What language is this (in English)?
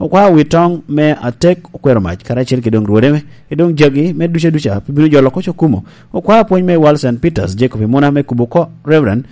Lango (Uganda)